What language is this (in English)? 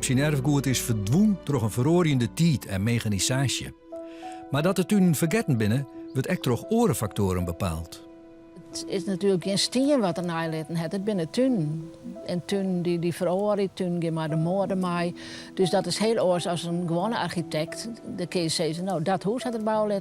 Western Frisian